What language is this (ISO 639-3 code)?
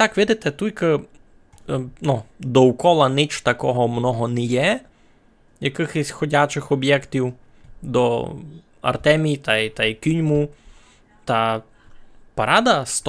rue